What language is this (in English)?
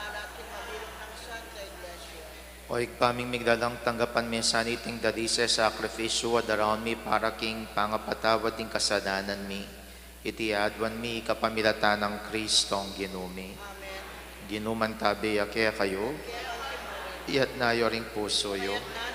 Pampanga